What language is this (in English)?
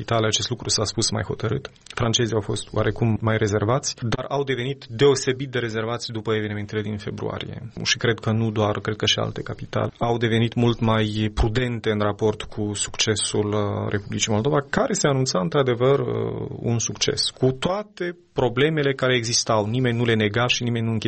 Romanian